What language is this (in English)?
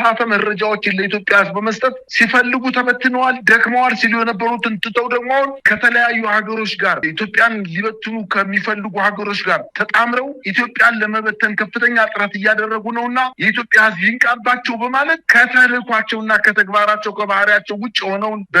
Amharic